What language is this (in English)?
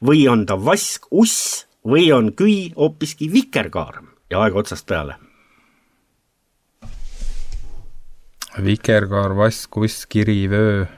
Estonian